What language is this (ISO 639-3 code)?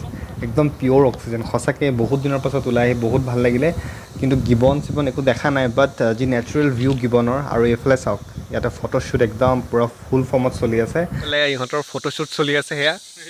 asm